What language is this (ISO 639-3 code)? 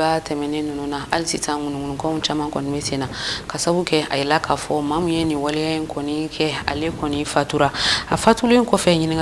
bam